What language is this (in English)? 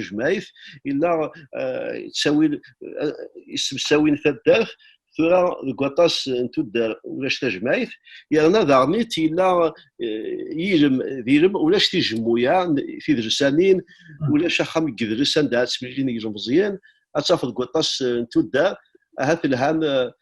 Kabyle